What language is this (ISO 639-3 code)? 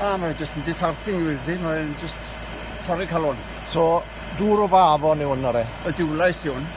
cym